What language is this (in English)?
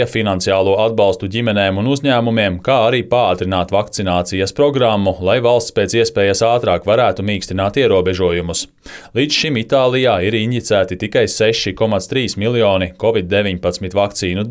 Latvian